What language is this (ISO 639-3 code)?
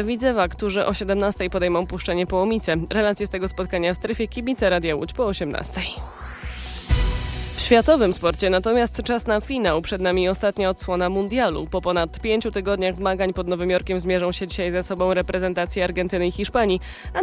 pol